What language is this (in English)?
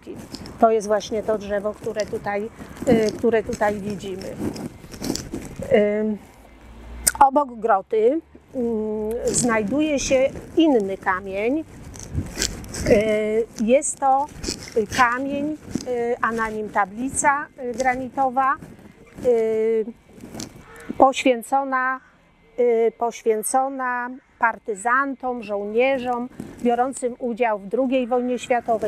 Polish